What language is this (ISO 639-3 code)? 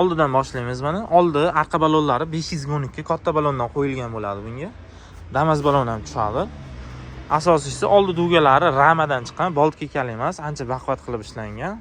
uzb